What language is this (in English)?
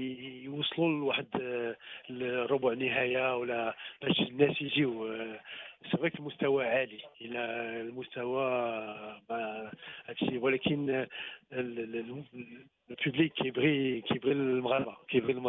Moroccan Arabic